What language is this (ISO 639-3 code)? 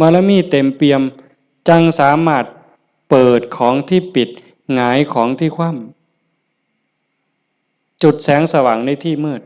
tts